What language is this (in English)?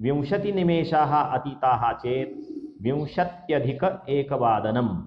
Sanskrit